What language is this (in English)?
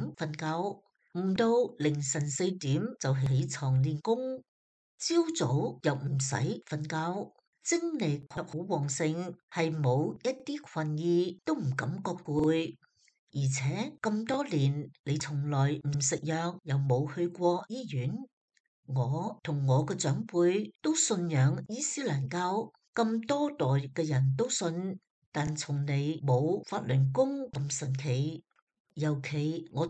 Cantonese